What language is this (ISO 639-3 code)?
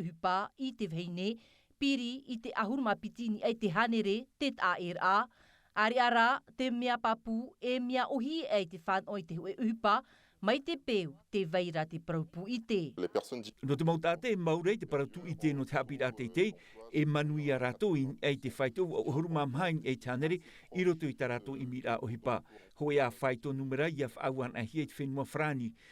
tah